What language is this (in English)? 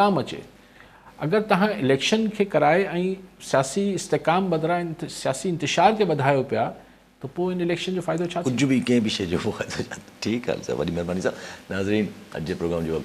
Sindhi